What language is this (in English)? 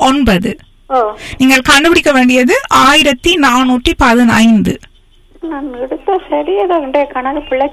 Tamil